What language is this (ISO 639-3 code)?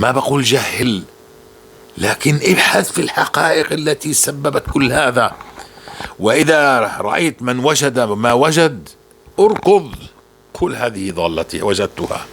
apc